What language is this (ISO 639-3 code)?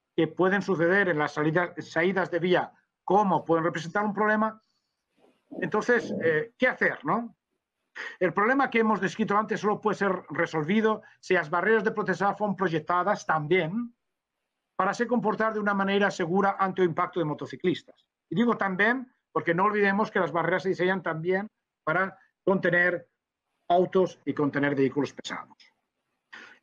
spa